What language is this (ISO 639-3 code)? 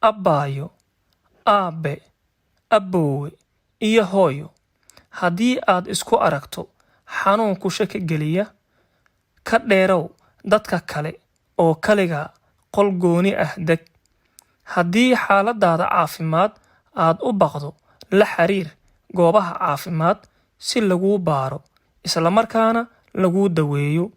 som